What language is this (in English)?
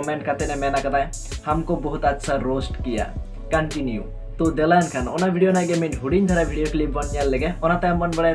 Santali